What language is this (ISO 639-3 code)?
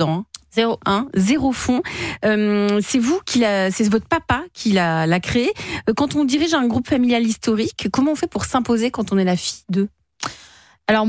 fra